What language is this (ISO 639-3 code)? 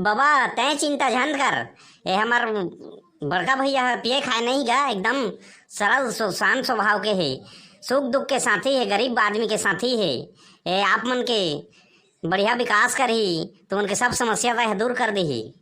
hne